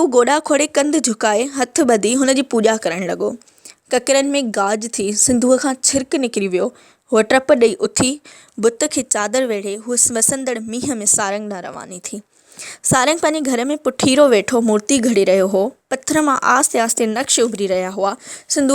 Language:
Sindhi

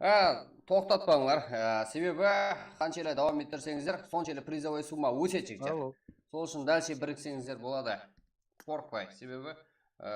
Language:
Kara-Kalpak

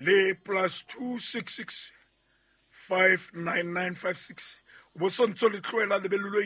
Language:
Southern Sotho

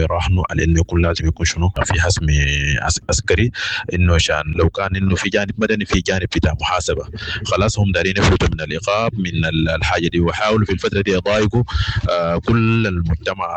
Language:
Sudanese Arabic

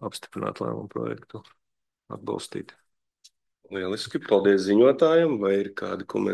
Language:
Latvian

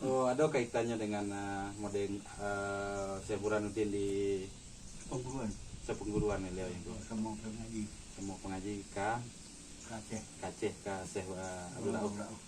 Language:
Minangkabau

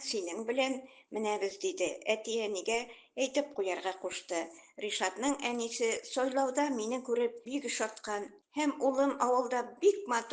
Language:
Tatar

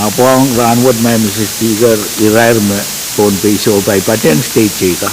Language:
Pohnpeian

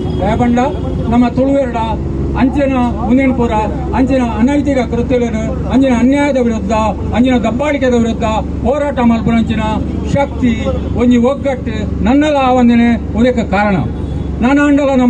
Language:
Tulu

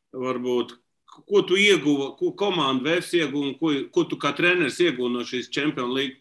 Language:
Latvian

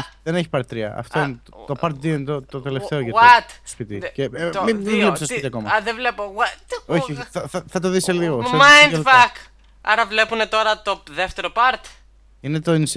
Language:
Greek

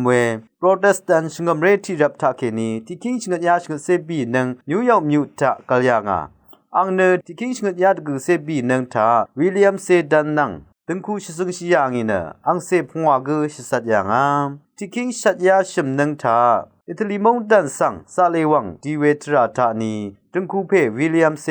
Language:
Rawang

